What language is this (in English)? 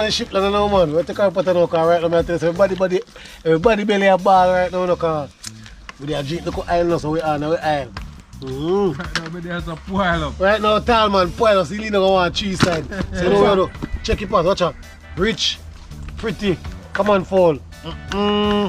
Jamaican Creole English